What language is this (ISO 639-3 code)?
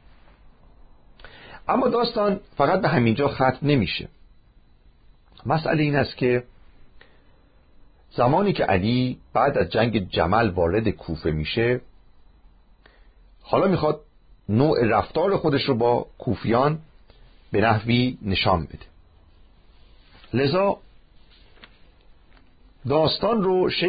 fas